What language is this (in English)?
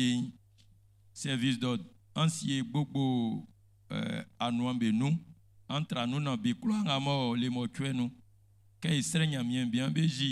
Baoulé